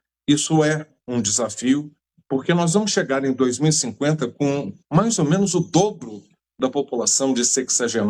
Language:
Portuguese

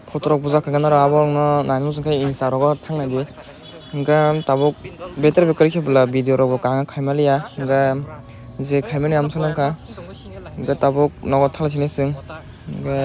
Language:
Kok Borok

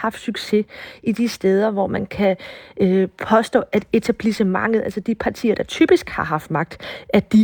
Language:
Danish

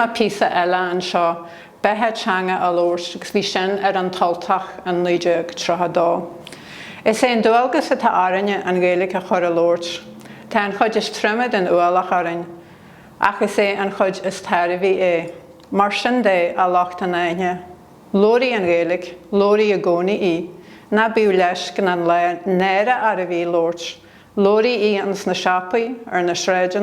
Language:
Irish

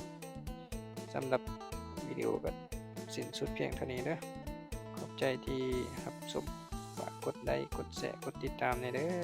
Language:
Lao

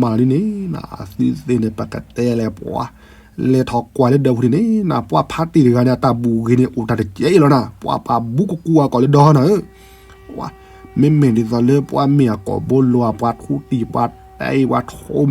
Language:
S'gaw Karen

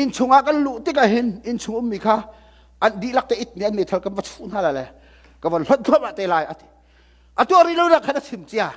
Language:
Hakha Chin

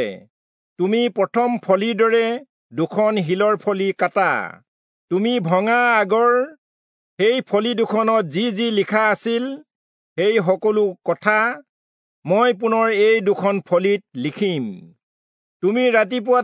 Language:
Assamese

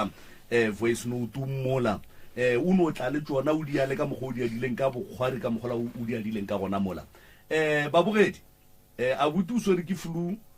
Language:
Northern Sotho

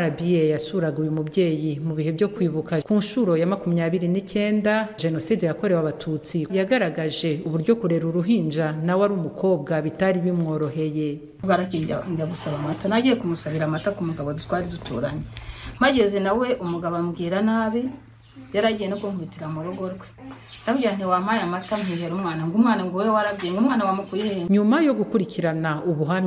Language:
Kinyarwanda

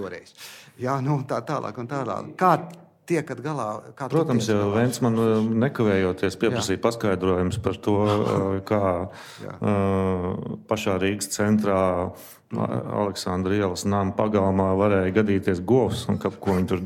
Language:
Latvian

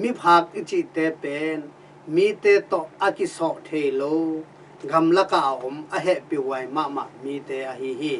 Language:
Tedim Chin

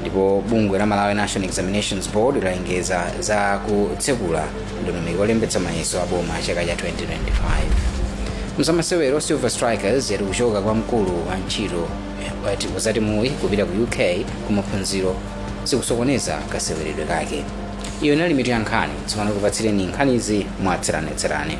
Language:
Nyanja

